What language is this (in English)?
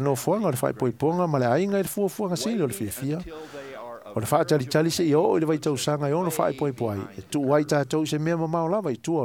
Samoan